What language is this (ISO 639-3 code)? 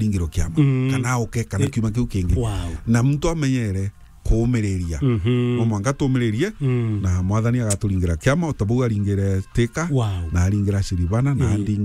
mer